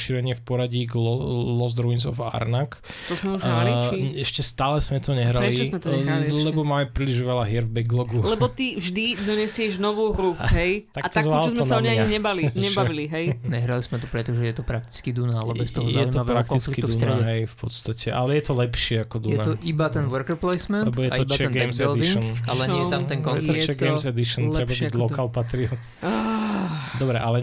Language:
Slovak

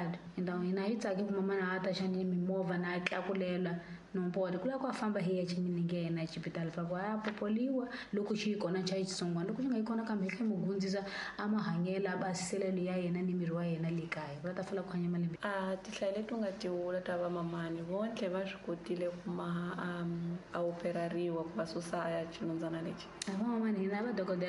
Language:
Tsonga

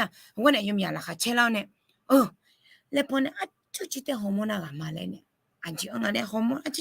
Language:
Akha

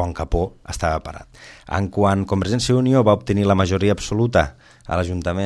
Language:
Catalan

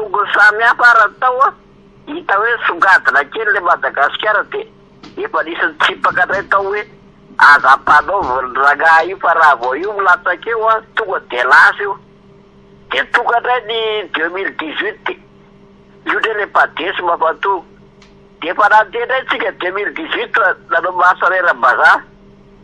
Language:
Malagasy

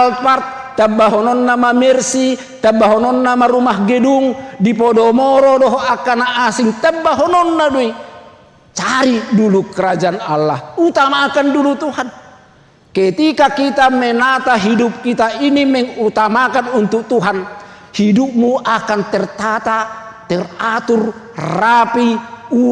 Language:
Batak Toba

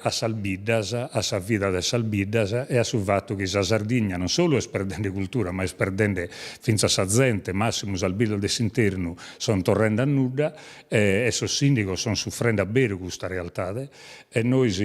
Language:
Sardinian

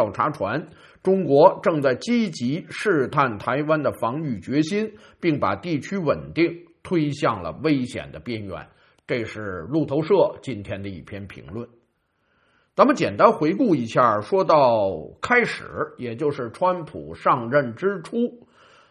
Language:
Chinese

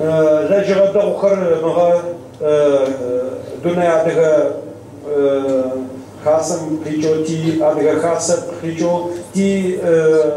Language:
Adyghe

